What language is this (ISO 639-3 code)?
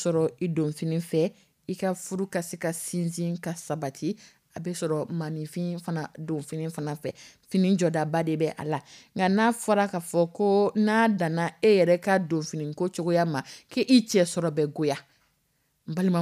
dyu